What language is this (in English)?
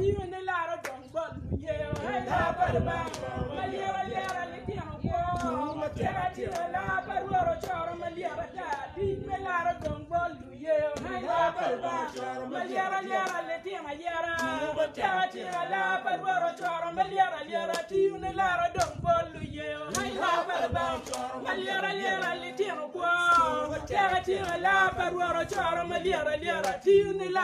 Acoli